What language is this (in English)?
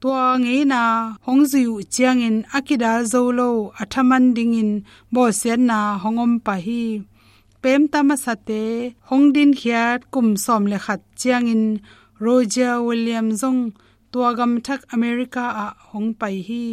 Tedim Chin